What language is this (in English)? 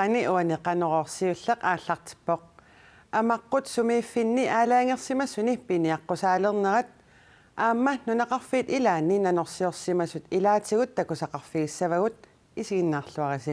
Kalaallisut